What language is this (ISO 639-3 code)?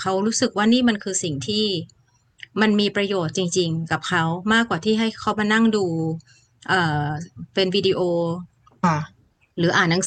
tha